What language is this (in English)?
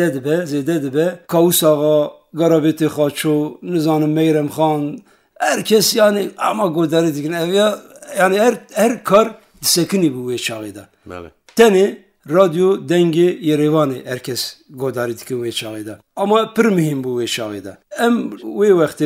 Kurdish